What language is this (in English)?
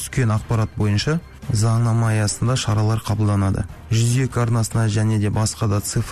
Kazakh